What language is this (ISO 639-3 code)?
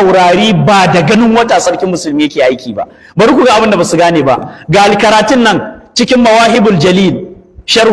hau